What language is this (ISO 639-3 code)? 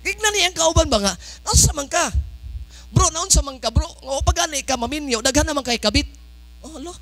ceb